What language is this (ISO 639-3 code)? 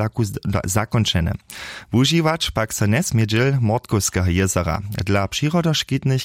hsb